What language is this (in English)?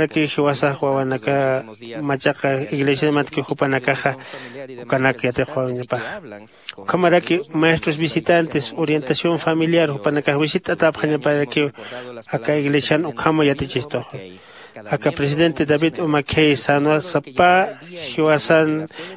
Aymara